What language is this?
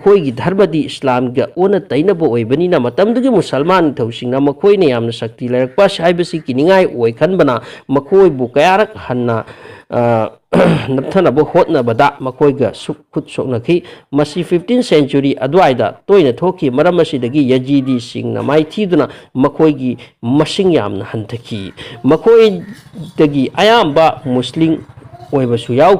Manipuri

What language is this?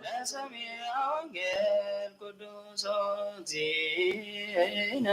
Geez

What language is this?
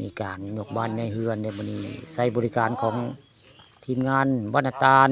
Northeastern Thai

